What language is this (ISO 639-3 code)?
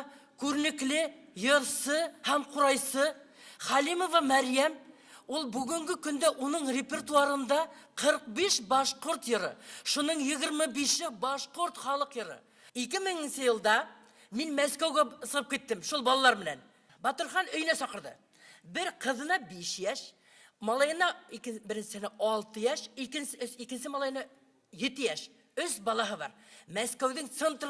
bak